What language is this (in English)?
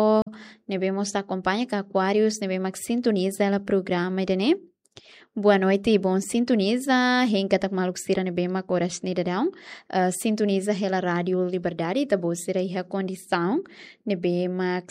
Tetum